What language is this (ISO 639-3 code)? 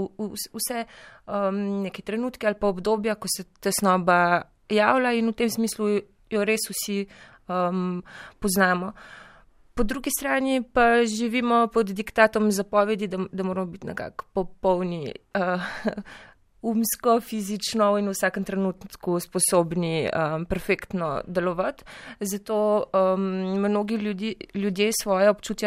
slv